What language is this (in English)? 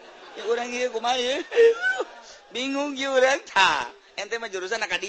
Sundanese